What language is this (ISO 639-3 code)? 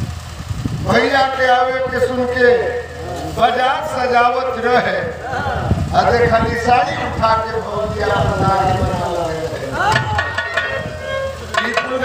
bho